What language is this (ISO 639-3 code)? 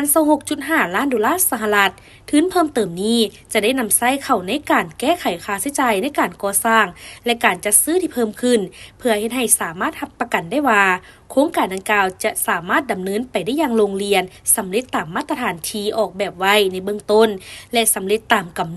lao